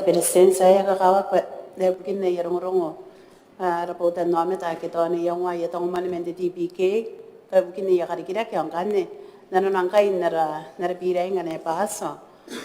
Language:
Gilbertese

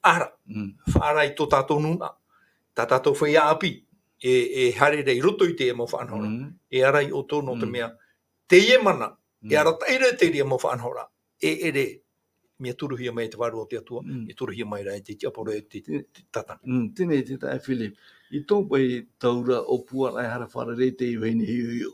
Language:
Tahitian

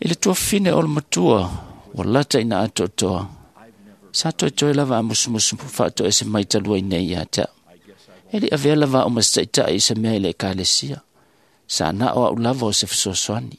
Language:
Samoan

